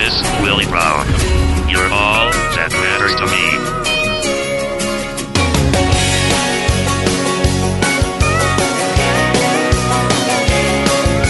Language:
Serbian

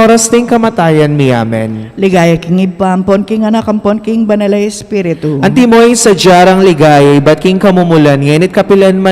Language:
Pampanga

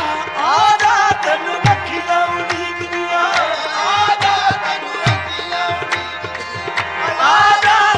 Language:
Punjabi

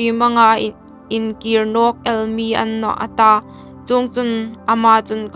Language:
Hmar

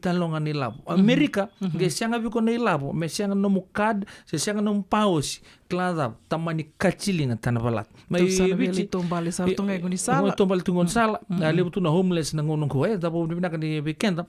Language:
Fijian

